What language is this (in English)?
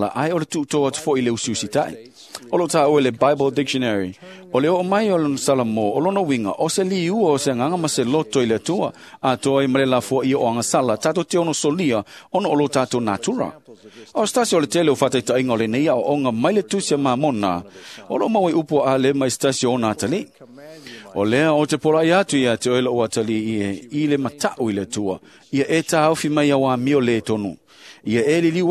Samoan